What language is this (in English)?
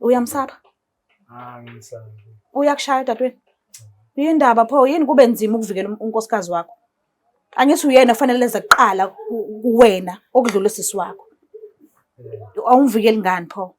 Zulu